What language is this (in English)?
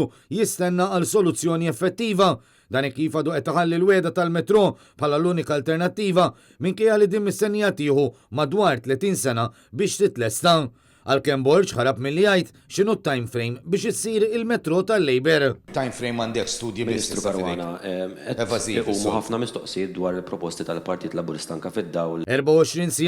Maltese